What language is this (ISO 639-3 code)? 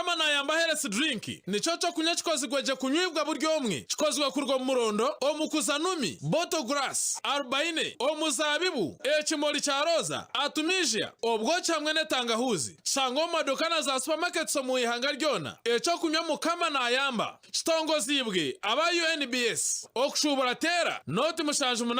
nyn